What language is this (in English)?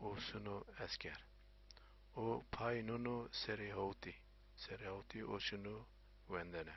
Zaza